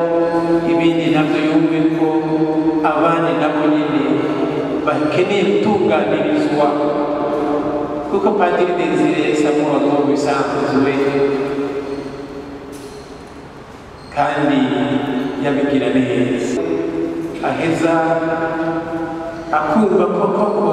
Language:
Rundi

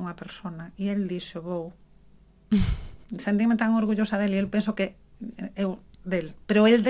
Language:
Galician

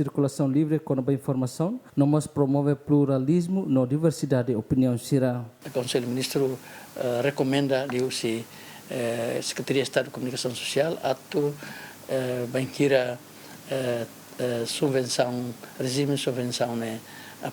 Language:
Tetum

